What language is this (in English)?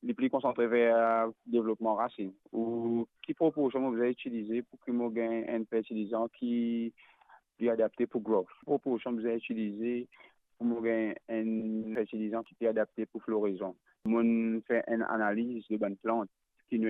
Morisyen